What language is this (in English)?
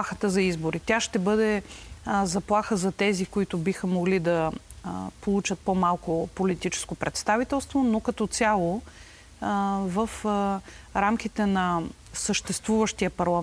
Bulgarian